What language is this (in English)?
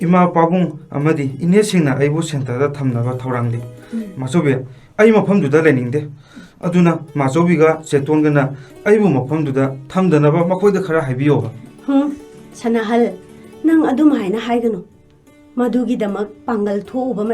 Manipuri